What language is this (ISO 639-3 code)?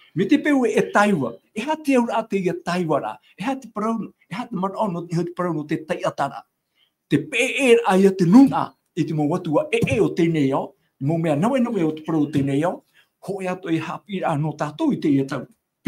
tah